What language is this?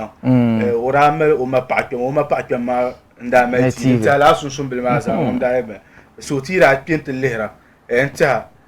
Dagbani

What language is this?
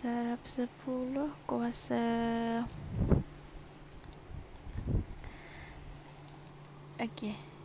Malay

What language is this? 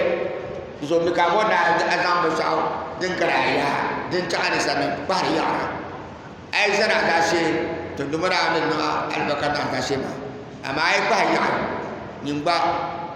Dagbani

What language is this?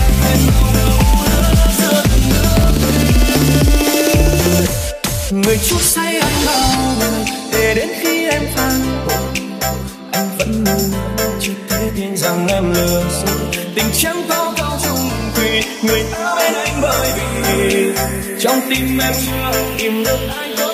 Vietnamese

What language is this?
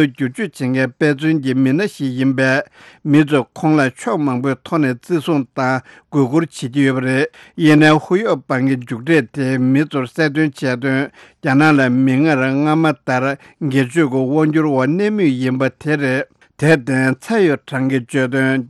Tibetan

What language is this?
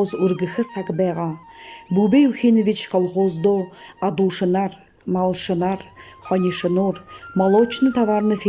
Buriat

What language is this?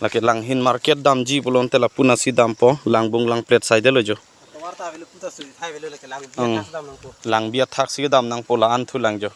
Karbi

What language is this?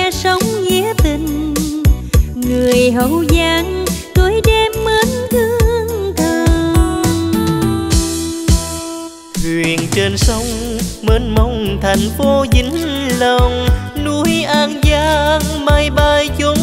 Vietnamese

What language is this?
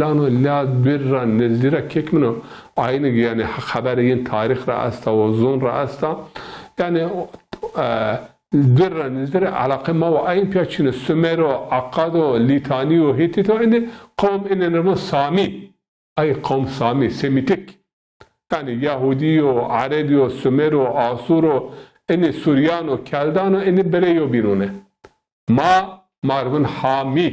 Zaza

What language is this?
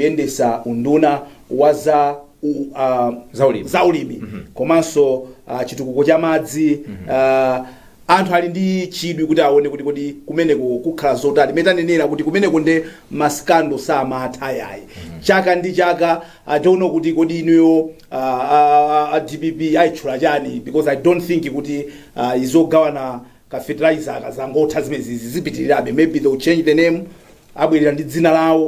Nyanja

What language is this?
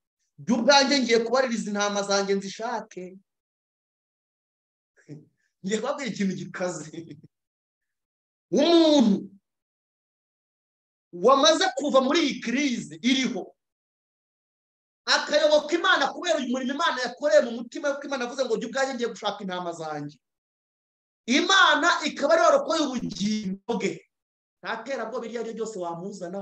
Kinyarwanda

